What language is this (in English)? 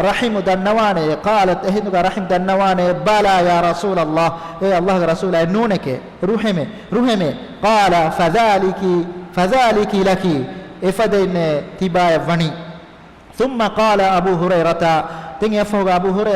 Divehi